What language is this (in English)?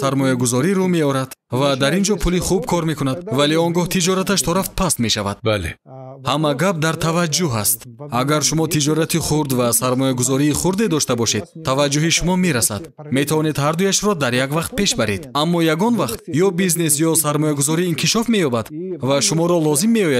Tajik